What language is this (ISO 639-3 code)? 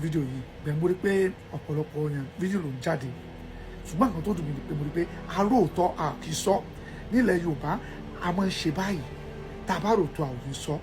yor